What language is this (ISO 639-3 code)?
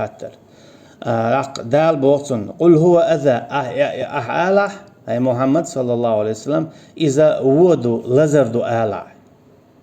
che